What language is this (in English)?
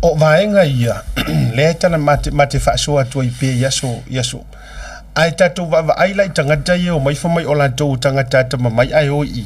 Samoan